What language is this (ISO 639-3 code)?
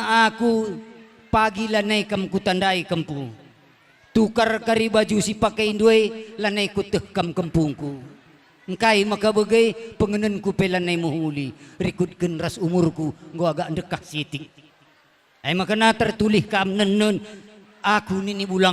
btx